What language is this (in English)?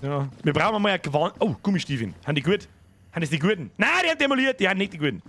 Bavarian